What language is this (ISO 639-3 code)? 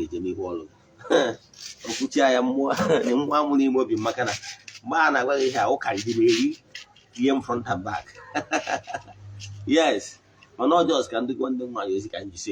ibo